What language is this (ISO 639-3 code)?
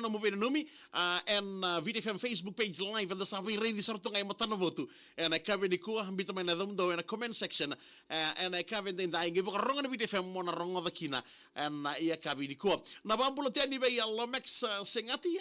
fij